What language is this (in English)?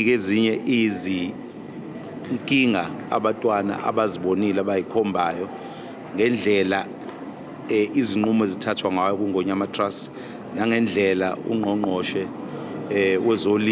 Zulu